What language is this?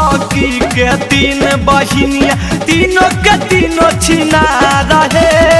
Magahi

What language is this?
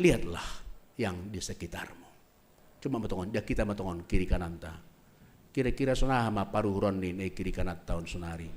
Batak Simalungun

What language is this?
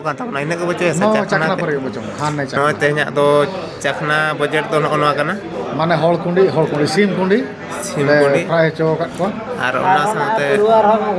Santali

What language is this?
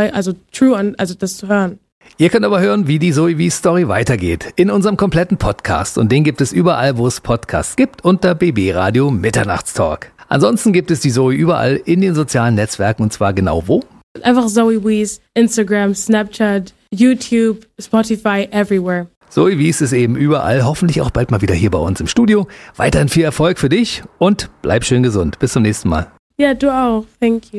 German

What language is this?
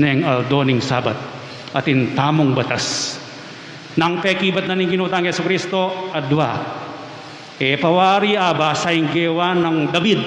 Pampanga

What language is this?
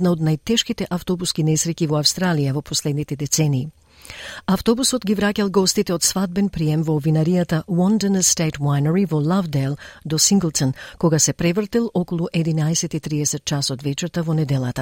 Macedonian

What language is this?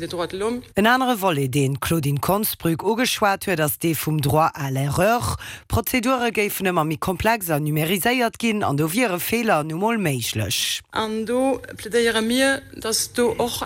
Luxembourgish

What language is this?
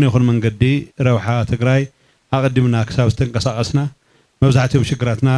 Tigrinya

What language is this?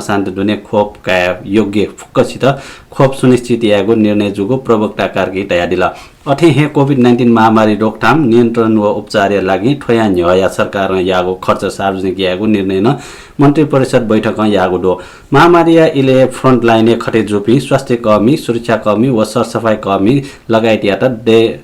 Newari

